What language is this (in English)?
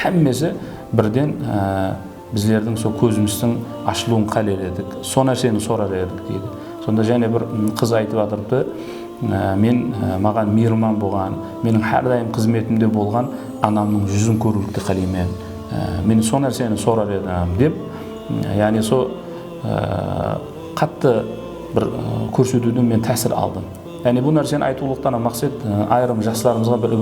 Kara-Kalpak